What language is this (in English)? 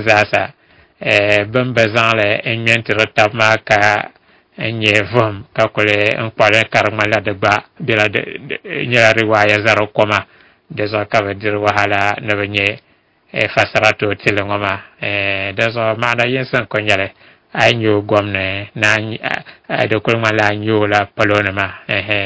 Dagbani